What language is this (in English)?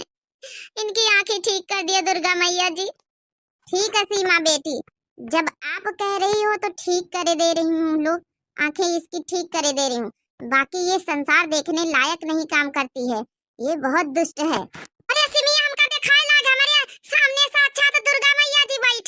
Awadhi